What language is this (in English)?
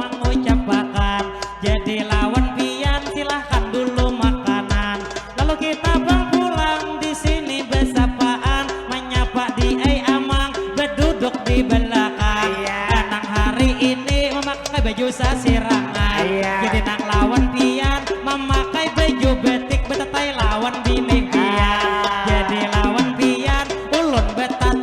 Banjar